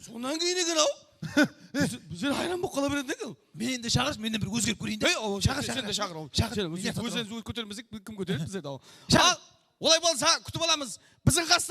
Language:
Kara-Kalpak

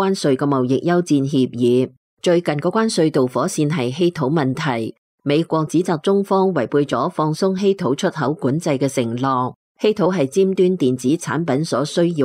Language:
Cantonese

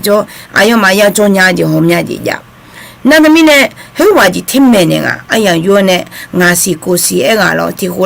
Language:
Akha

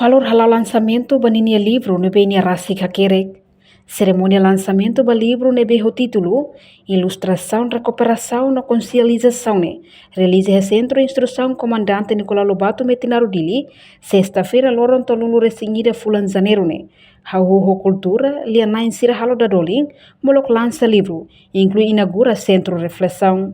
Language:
Tetum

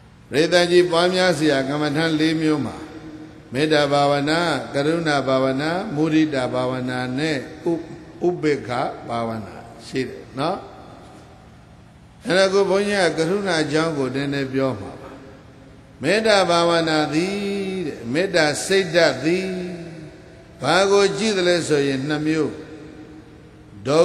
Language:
Burmese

